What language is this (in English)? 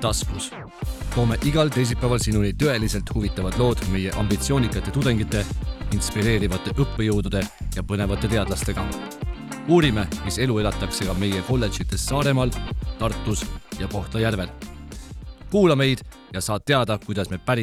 Estonian